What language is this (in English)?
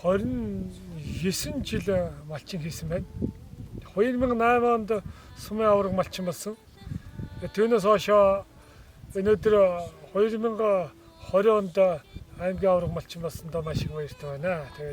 Mongolian